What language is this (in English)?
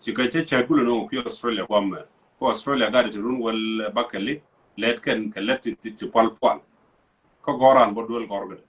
Nuer